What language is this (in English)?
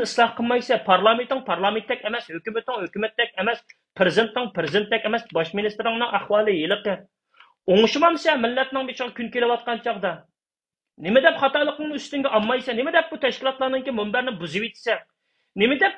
Uyghur